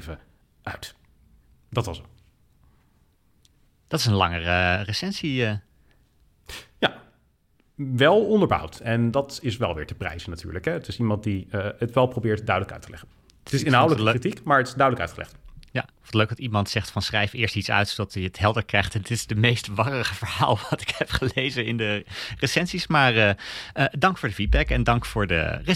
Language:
Dutch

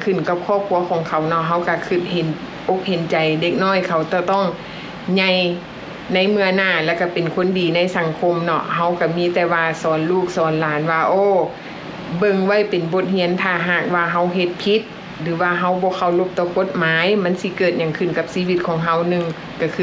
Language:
Lao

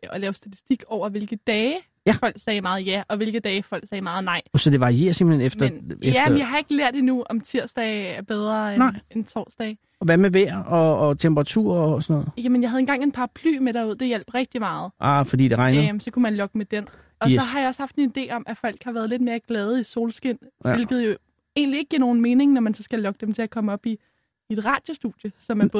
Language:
Danish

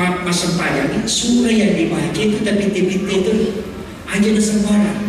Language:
Buginese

